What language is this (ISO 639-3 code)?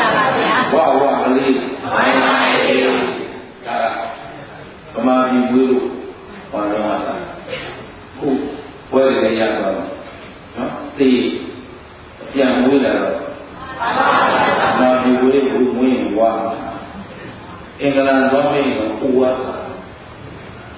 mya